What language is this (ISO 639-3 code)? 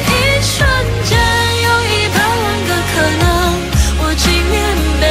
zho